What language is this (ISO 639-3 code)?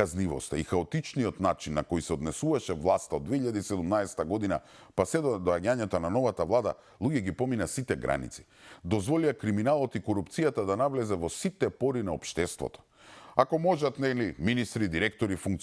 mkd